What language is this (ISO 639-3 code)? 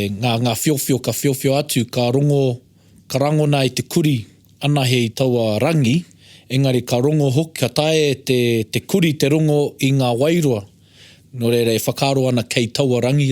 mri